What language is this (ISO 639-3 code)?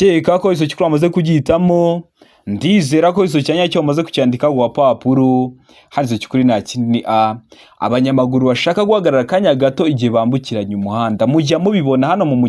kin